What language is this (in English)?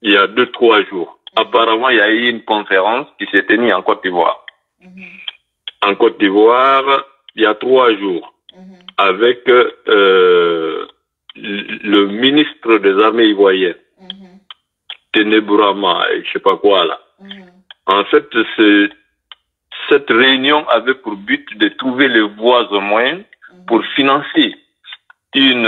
French